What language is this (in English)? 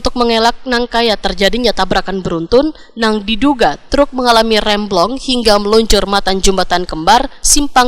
Banjar